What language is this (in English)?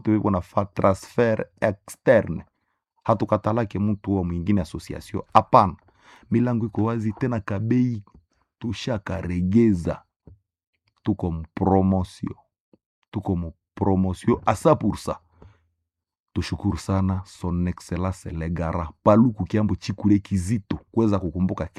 Swahili